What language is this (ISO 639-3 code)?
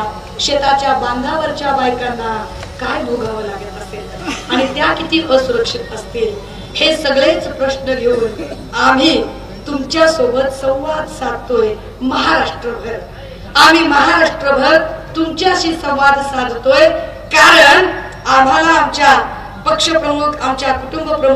mar